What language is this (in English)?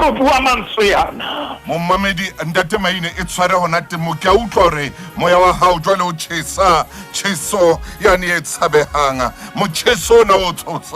Southern Sotho